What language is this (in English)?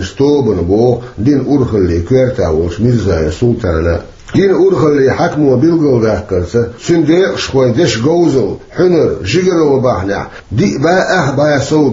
Chechen